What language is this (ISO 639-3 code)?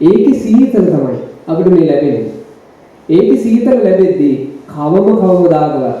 sin